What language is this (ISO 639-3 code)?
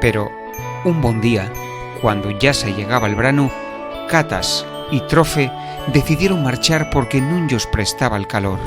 ast